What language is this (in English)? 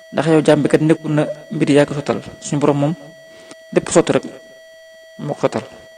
Wolof